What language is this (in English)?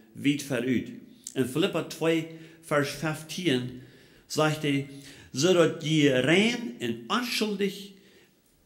Plautdietsch